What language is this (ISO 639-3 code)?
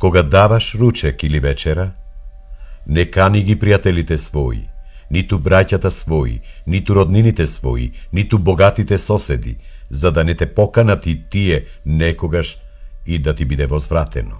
mkd